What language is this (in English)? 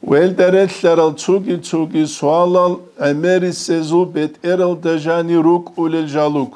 Avaric